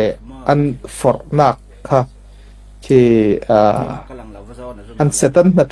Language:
Falam Chin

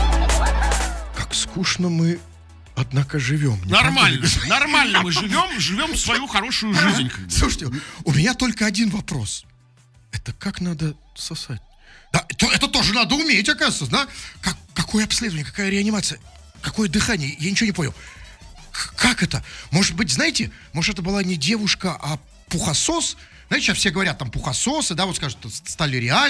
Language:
Russian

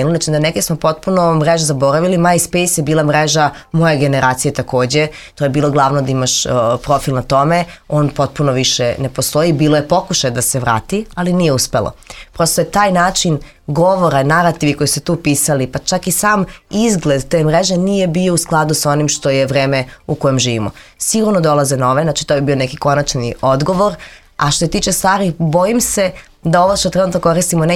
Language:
Serbian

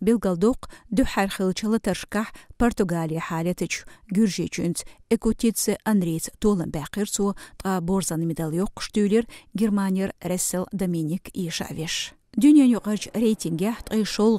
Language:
Chechen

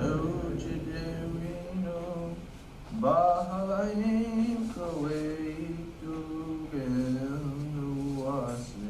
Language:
Mi'kmaw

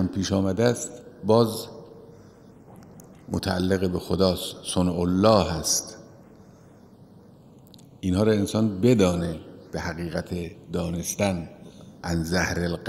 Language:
Persian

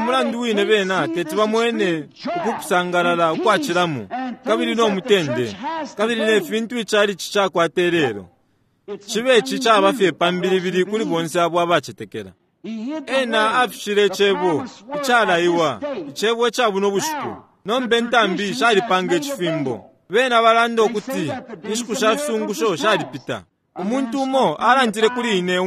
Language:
Bemba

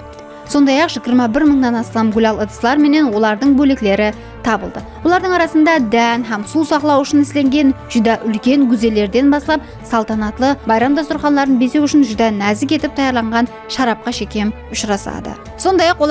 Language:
Kara-Kalpak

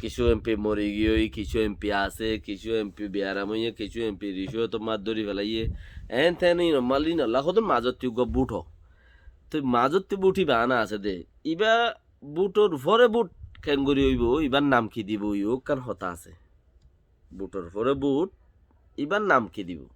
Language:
Rohingya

